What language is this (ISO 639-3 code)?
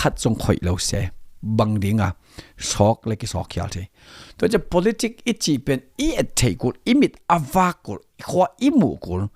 ctd